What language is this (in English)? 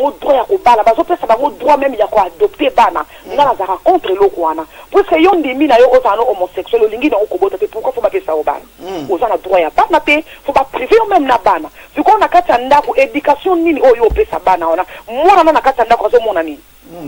Lingala